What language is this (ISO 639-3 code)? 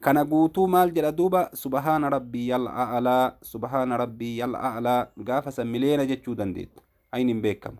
orm